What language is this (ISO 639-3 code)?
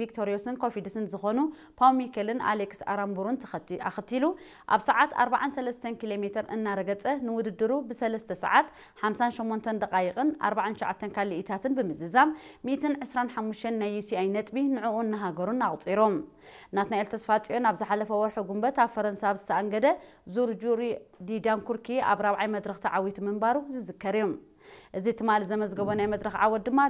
tir